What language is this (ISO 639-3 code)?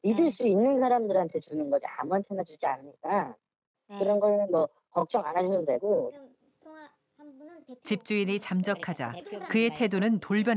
kor